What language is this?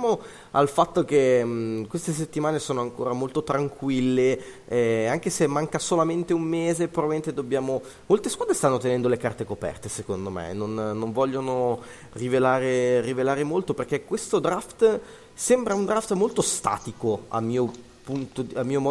Italian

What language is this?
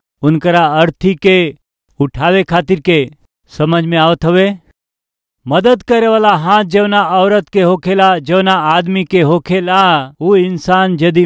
Bhojpuri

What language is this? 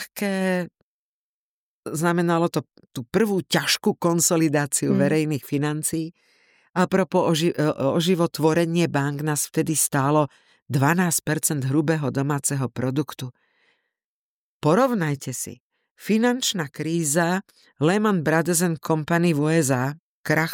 Slovak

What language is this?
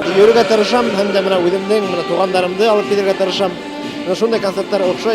Bashkir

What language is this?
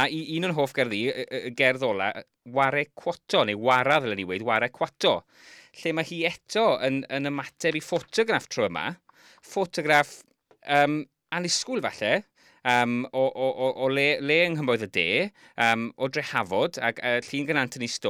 Welsh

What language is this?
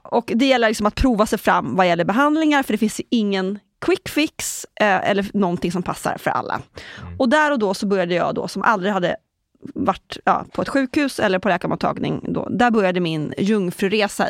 Swedish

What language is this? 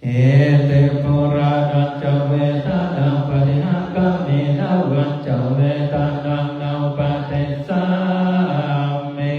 Pali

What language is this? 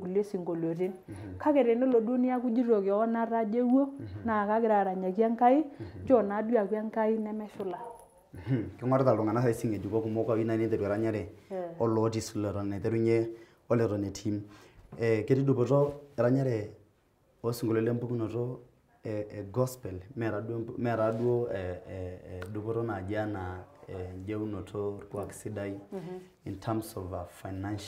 Masai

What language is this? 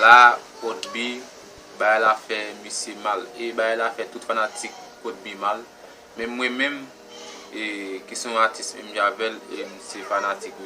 Haitian Creole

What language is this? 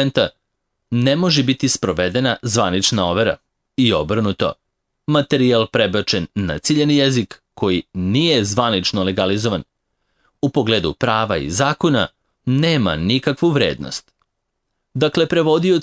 Serbian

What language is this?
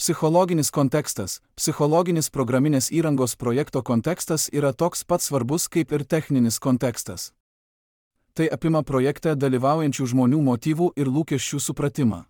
Lithuanian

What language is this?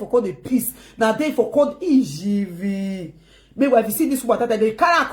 Nigerian Pidgin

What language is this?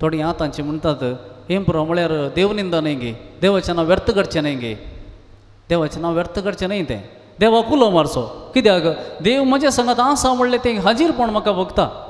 Konkani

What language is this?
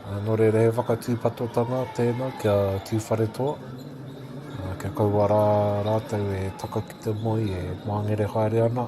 Māori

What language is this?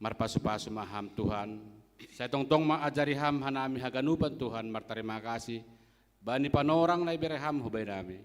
Batak Simalungun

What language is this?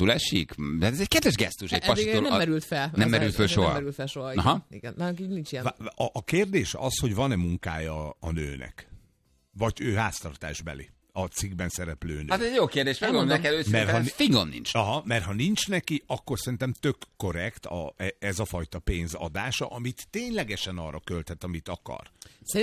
Hungarian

